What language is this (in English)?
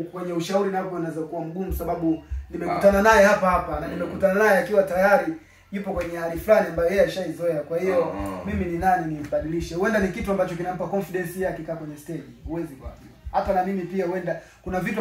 Swahili